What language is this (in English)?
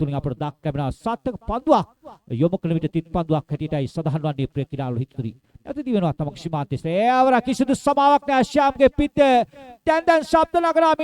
Sinhala